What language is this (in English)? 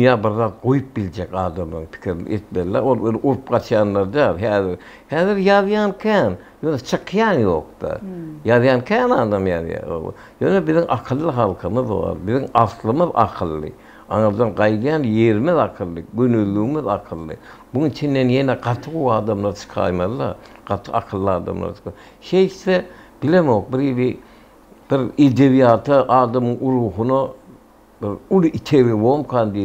Turkmen